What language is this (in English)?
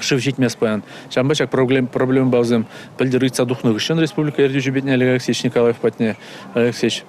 Chuvash